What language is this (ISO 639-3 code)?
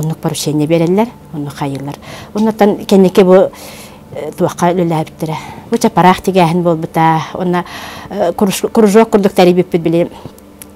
sah